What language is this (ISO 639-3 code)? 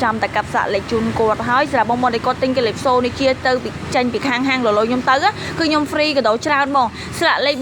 khm